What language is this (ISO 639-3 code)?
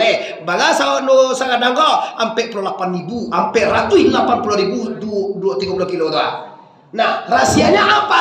min